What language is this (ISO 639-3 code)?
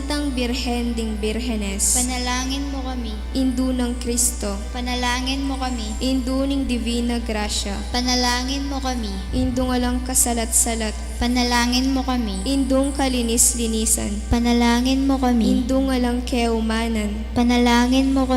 pam